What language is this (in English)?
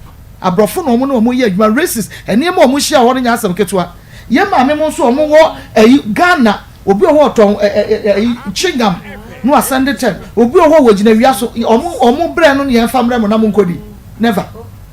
Akan